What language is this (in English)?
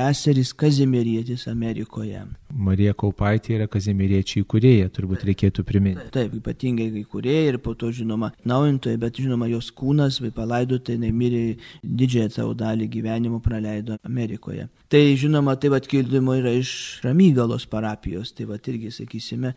Lithuanian